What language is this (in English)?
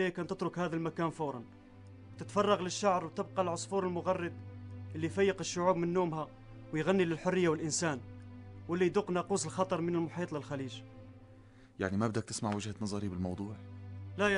North Levantine Arabic